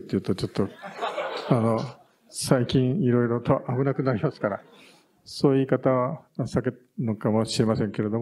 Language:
Japanese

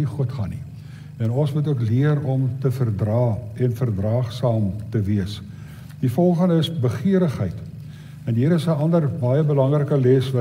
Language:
Afrikaans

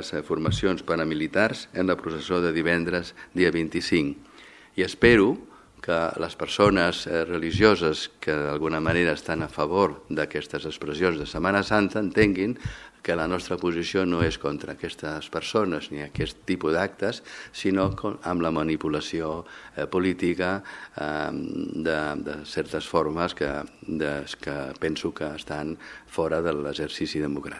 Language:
Catalan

